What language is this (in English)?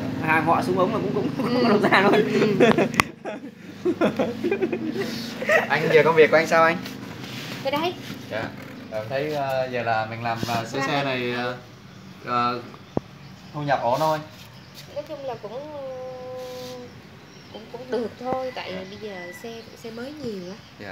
Vietnamese